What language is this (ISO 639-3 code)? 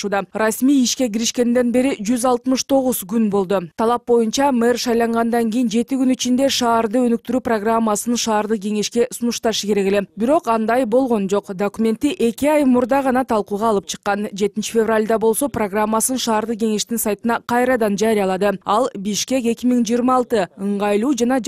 kir